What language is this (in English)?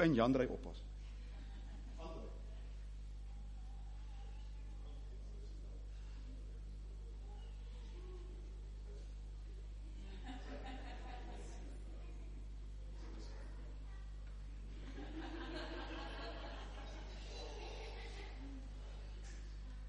Afrikaans